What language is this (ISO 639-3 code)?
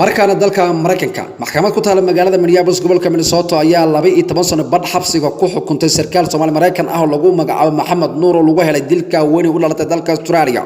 som